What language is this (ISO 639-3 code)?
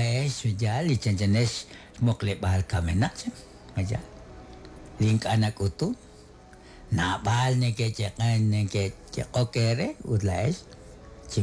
kek